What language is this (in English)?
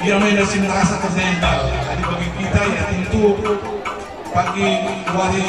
Batak Karo